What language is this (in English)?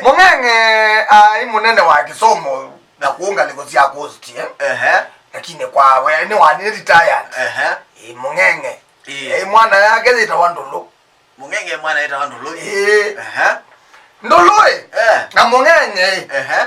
Kamba